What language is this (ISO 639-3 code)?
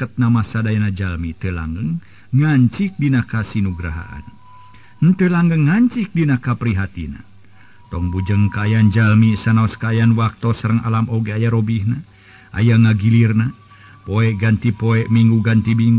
sun